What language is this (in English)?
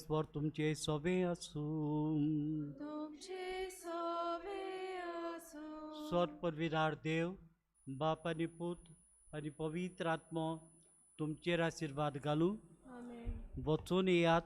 Konkani